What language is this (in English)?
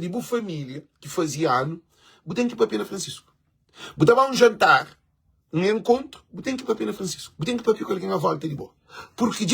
Kabuverdianu